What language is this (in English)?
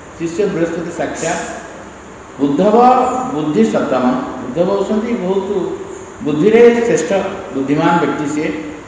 Odia